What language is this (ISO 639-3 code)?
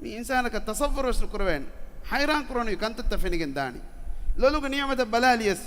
div